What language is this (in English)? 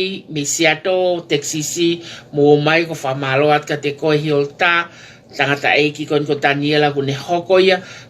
Tongan